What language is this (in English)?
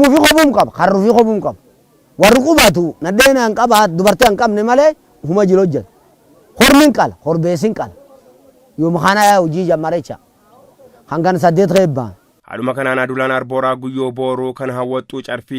Oromo